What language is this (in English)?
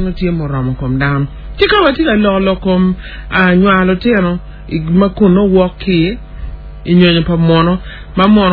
Acoli